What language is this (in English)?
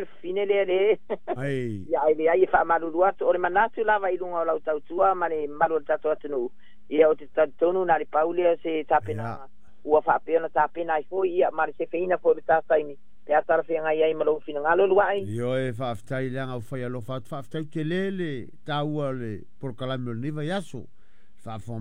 Samoan